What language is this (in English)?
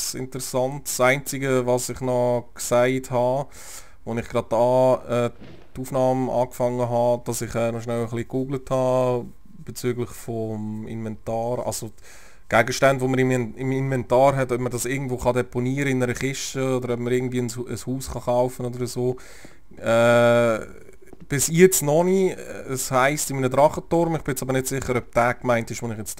Swiss German